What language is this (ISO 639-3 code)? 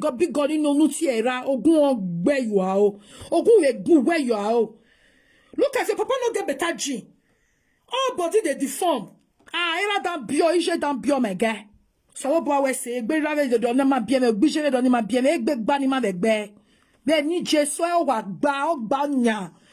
pcm